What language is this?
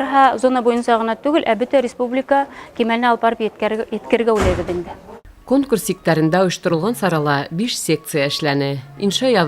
Bashkir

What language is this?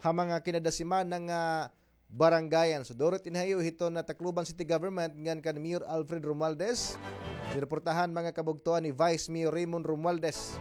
Waray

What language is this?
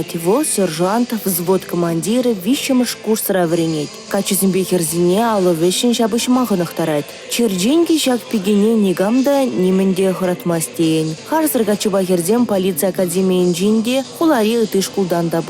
Chuvash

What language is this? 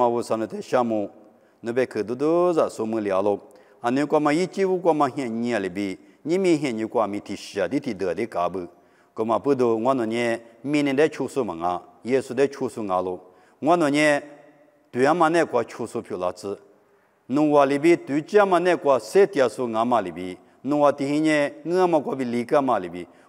Lisu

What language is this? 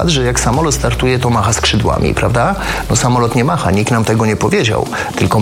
Polish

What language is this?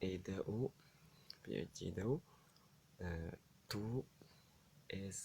Oromo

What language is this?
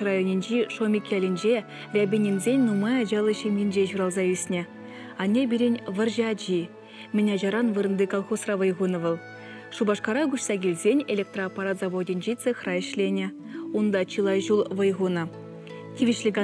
Chuvash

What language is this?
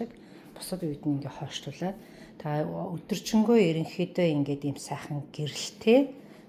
Mongolian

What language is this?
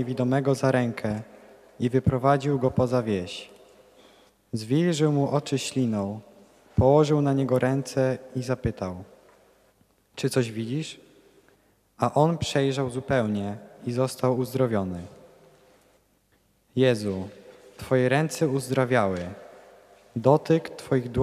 Polish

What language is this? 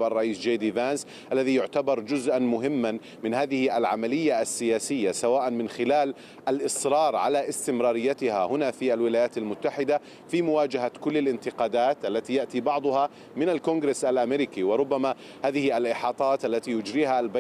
Arabic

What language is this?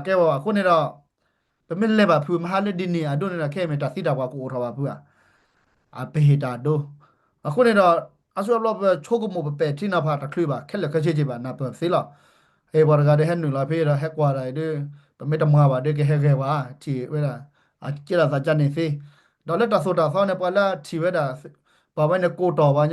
S'gaw Karen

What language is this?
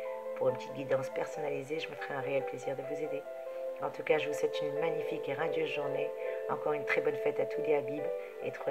French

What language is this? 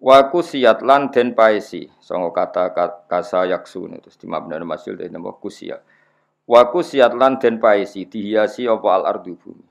Javanese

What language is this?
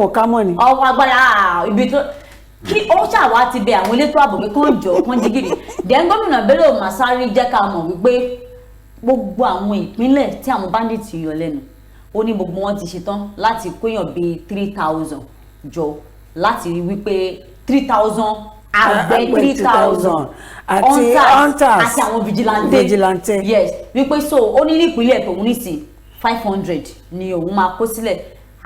Yoruba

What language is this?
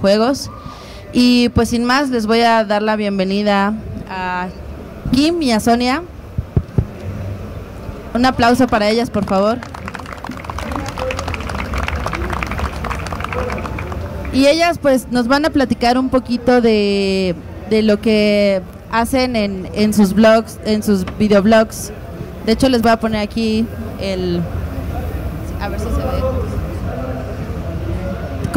Spanish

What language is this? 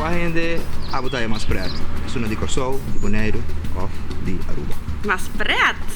Papiamento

